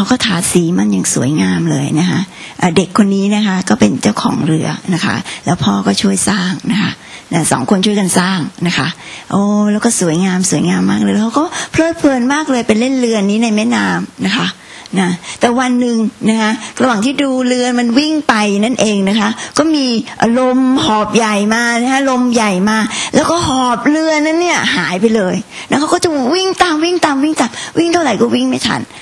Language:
Thai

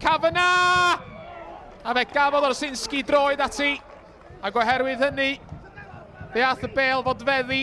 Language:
Welsh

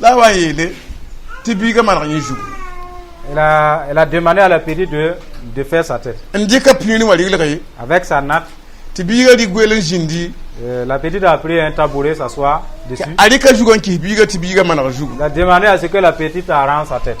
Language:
Mossi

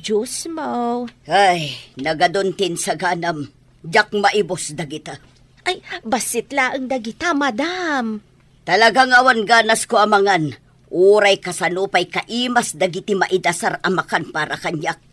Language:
Iloko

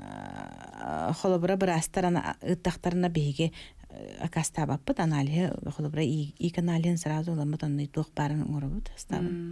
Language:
Yakut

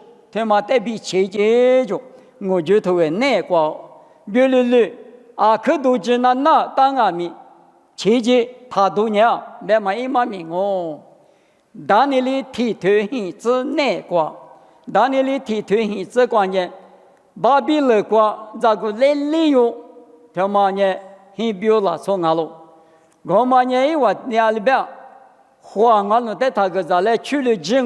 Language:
Lisu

